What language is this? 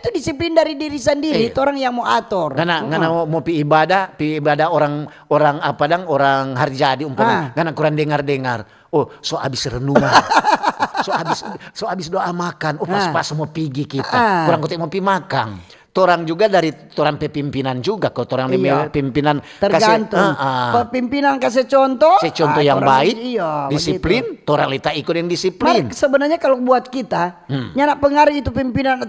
Manado Malay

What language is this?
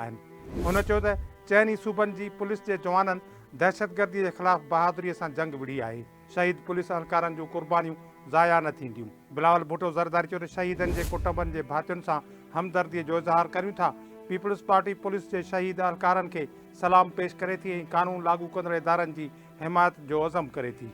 Sindhi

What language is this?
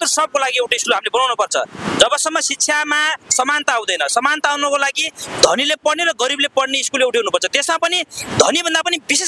Nepali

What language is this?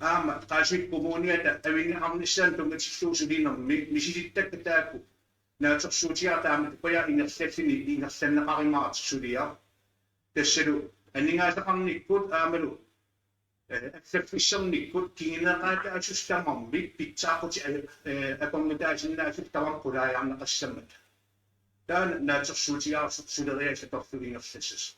Kalaallisut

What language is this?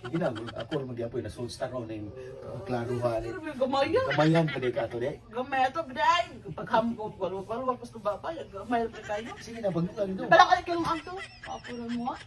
Cebuano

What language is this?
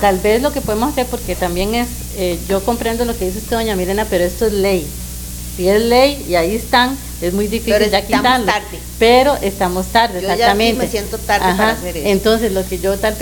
Spanish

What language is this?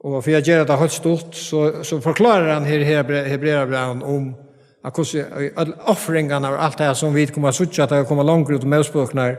Faroese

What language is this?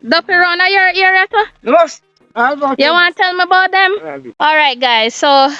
Jamaican Creole English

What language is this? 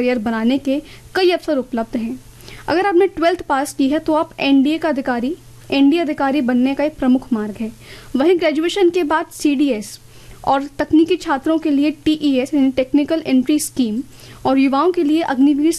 Hindi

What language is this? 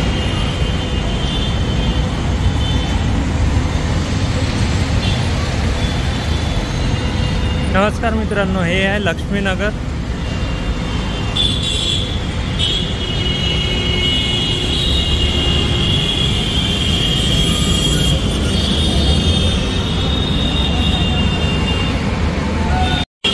Marathi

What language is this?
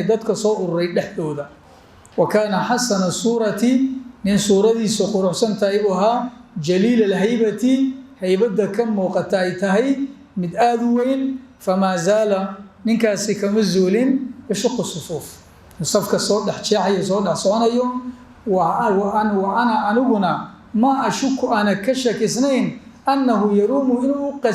Somali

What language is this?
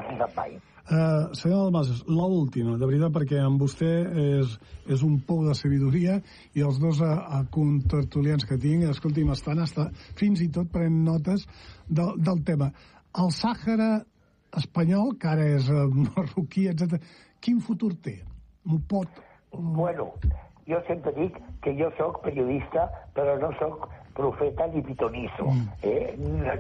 Catalan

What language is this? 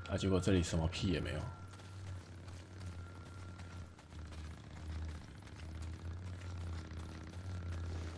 Chinese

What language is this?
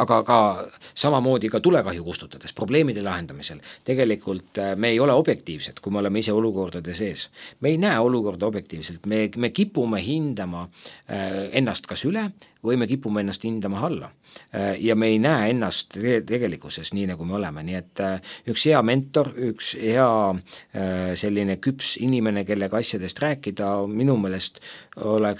Estonian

